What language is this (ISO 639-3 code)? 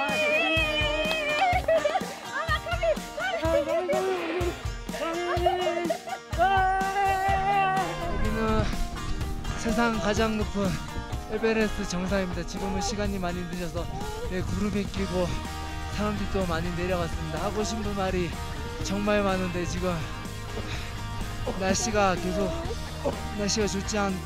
kor